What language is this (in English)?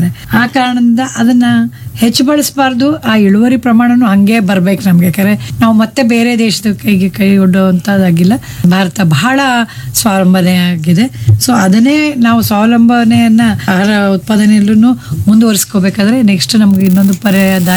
Kannada